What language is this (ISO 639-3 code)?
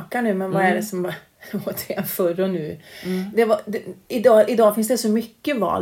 swe